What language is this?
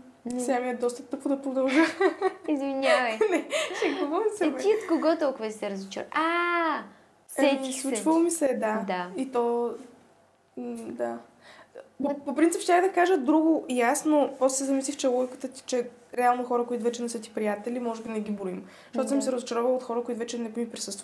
Bulgarian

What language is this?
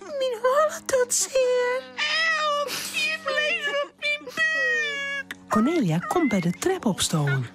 Western Frisian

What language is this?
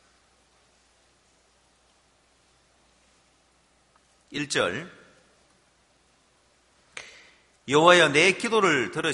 Korean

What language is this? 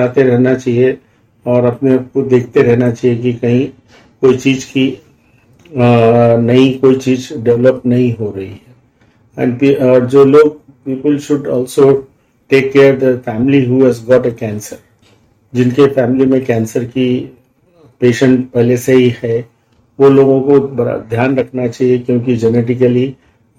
Hindi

